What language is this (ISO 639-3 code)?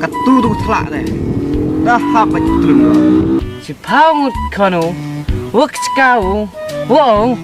kha